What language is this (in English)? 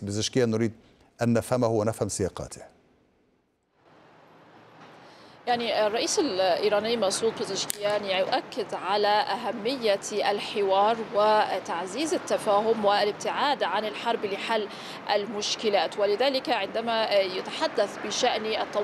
Arabic